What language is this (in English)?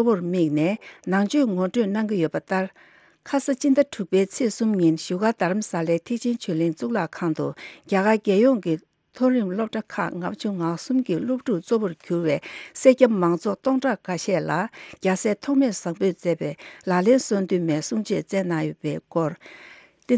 Tibetan